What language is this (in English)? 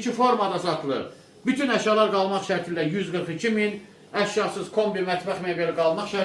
Azerbaijani